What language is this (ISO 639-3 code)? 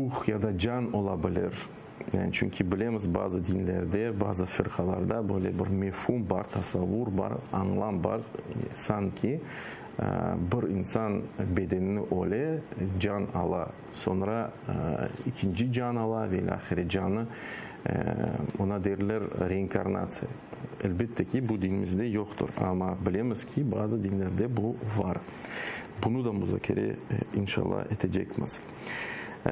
crh